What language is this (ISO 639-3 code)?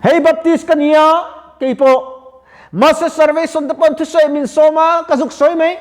lus